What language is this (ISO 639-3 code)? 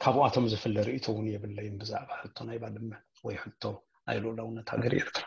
tir